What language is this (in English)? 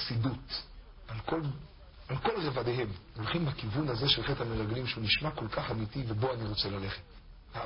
Hebrew